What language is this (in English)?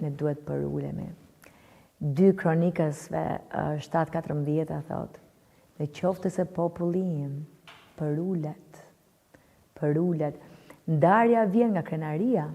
Albanian